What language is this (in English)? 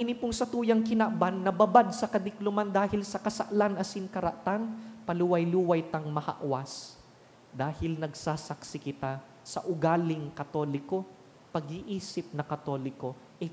Bikol